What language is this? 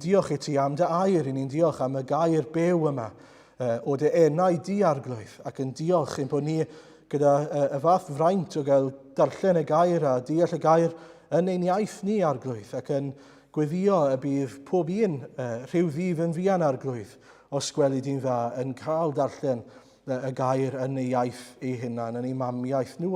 Welsh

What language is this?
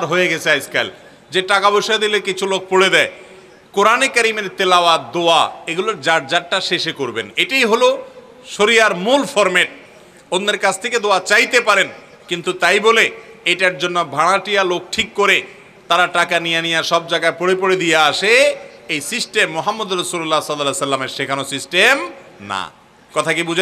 Bangla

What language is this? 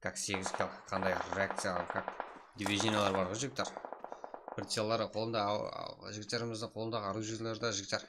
Kara-Kalpak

